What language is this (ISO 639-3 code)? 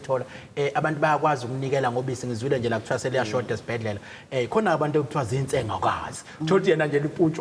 zul